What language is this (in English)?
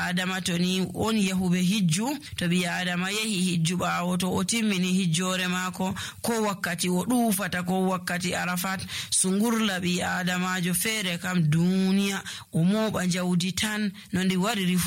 Nigerian Fulfulde